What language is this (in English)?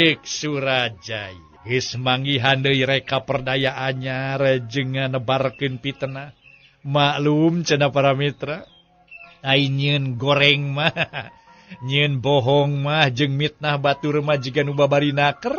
Sundanese